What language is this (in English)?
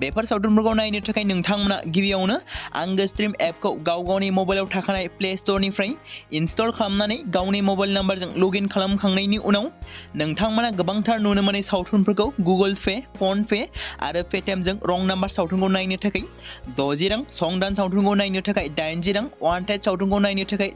Bodo